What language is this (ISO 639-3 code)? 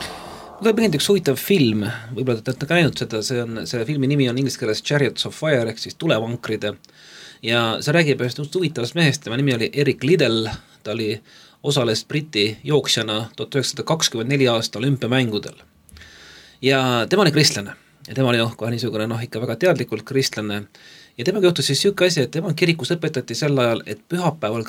est